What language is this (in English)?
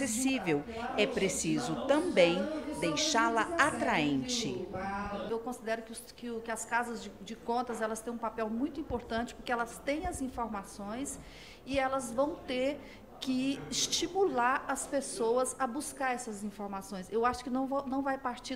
Portuguese